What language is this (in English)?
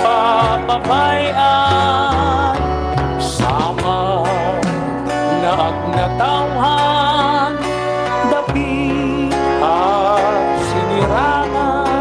Waray